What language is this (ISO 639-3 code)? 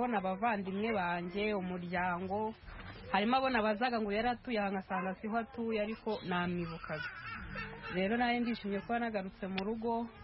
kin